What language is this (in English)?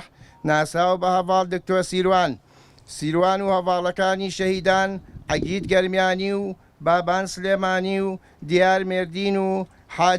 Central Kurdish